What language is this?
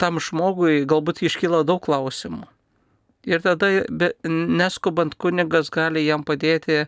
Lithuanian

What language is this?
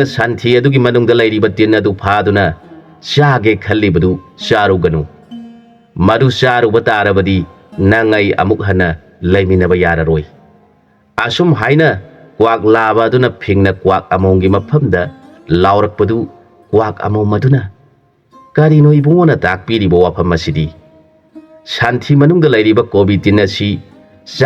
Manipuri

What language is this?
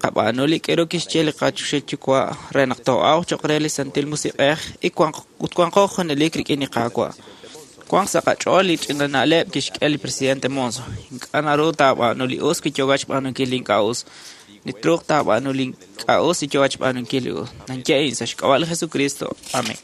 Kekchí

